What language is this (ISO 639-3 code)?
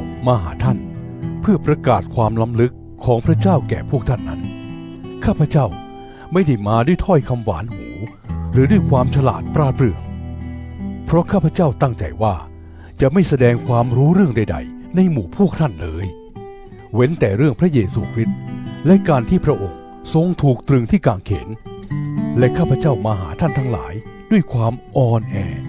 tha